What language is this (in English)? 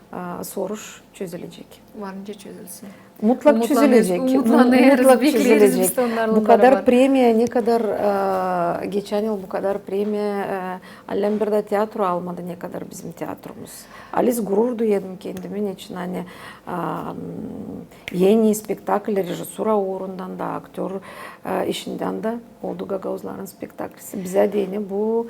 Gagauz